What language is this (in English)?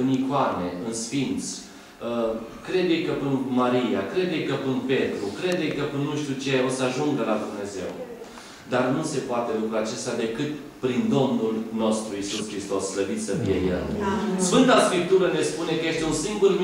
Romanian